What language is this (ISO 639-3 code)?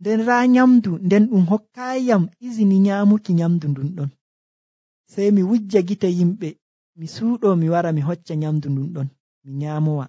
fuv